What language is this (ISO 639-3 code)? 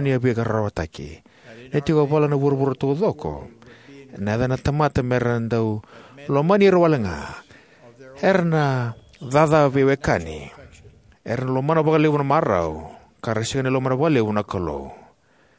fij